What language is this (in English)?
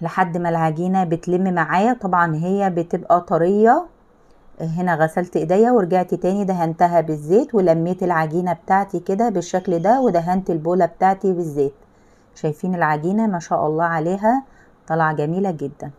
Egyptian Arabic